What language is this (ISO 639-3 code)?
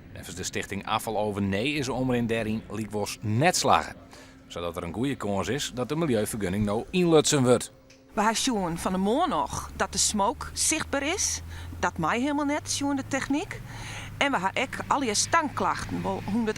fry